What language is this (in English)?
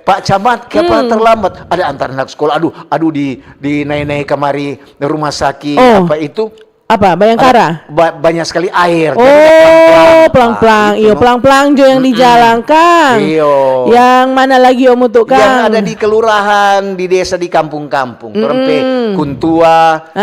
Manado Malay